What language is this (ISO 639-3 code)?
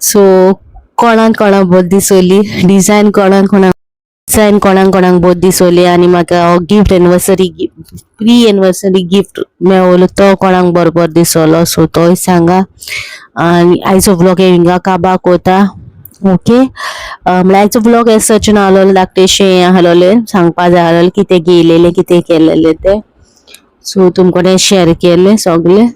kok